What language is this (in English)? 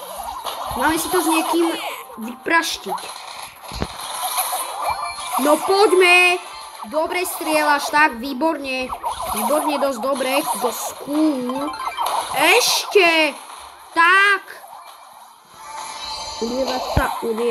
Slovak